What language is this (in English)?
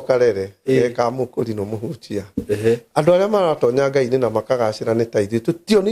Kikuyu